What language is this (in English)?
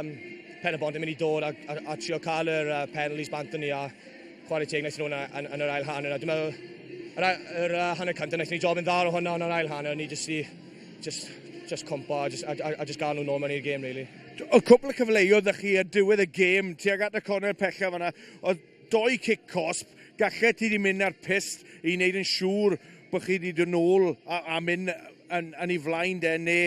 Welsh